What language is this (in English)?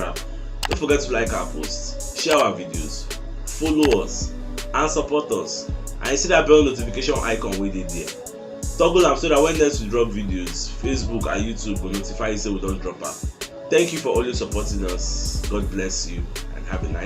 Nigerian Pidgin